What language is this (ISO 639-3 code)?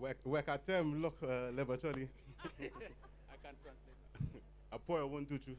ach